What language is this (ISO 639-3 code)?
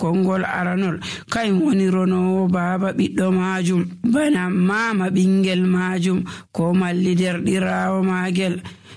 fuv